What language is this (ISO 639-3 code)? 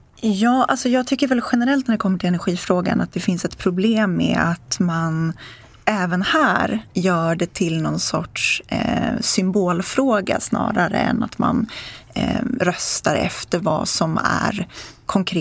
swe